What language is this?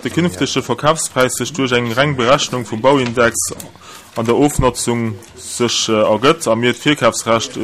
Luxembourgish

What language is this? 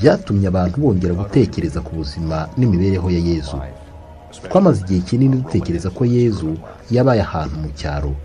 Kinyarwanda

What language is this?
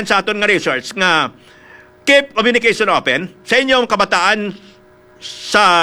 Hiligaynon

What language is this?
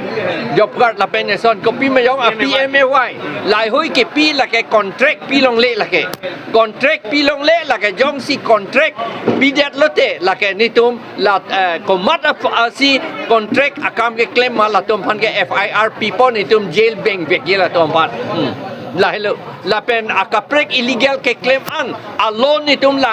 Karbi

